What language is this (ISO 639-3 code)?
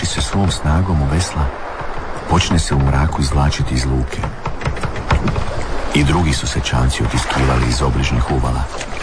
hrv